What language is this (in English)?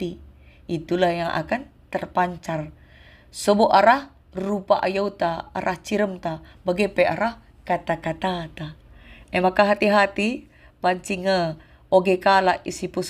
Batak Karo